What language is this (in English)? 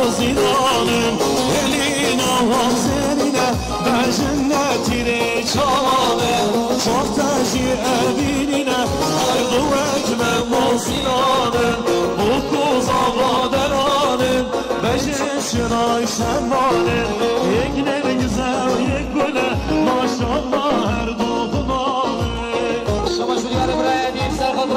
Kurdish